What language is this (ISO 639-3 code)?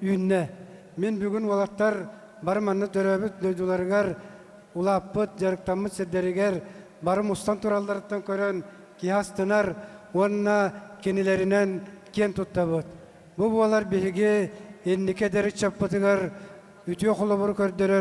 sah